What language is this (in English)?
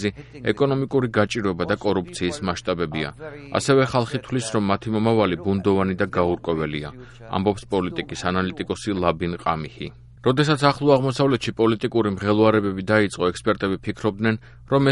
Georgian